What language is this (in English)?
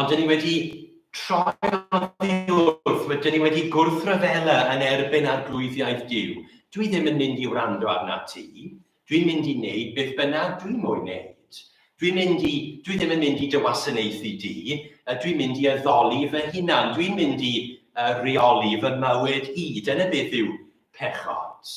Welsh